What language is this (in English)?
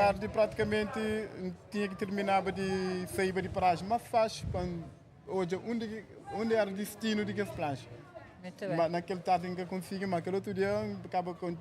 Kabuverdianu